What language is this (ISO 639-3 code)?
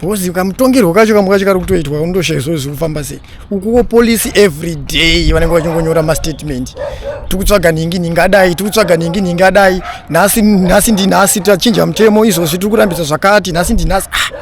sna